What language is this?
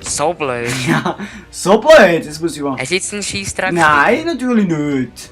Swiss German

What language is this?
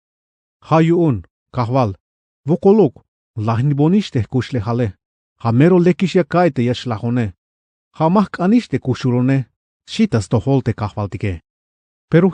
Tzeltal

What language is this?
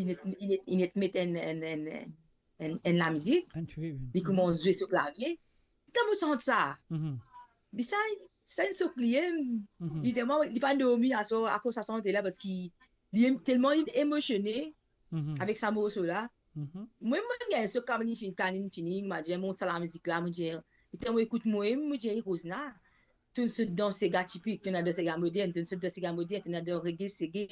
Morisyen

